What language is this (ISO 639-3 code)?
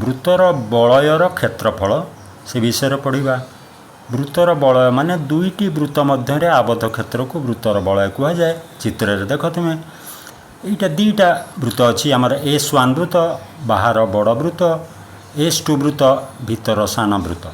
ori